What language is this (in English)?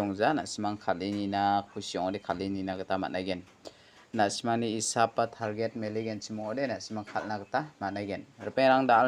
Garo